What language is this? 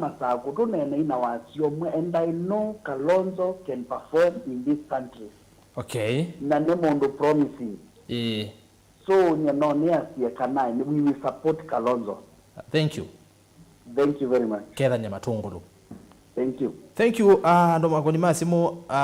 Kamba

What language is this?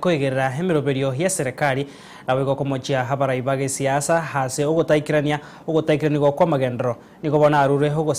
Gusii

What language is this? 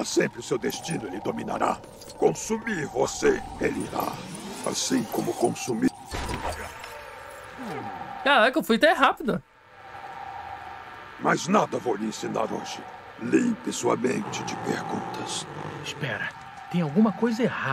Portuguese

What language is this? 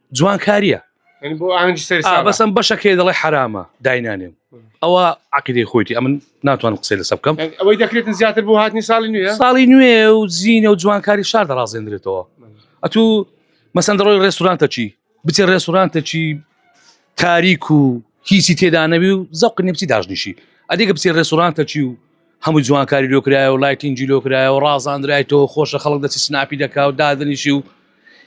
Central Kurdish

